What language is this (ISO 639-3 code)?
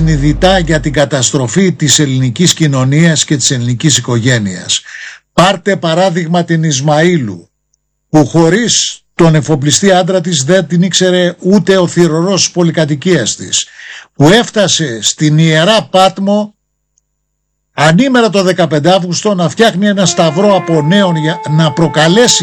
ell